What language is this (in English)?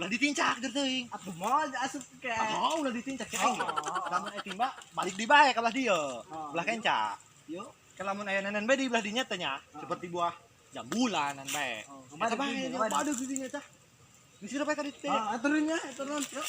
Sundanese